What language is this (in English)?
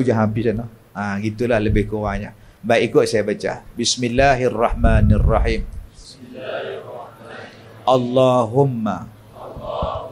Malay